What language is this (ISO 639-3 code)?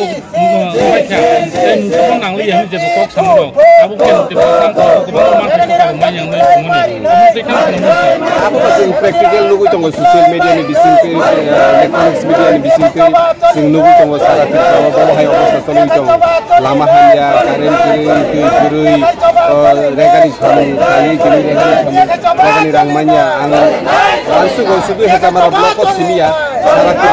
trp